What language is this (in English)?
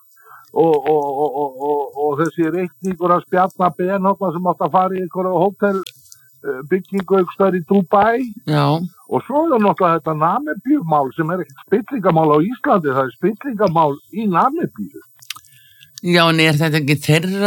Icelandic